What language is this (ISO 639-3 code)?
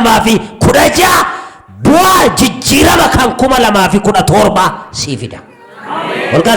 orm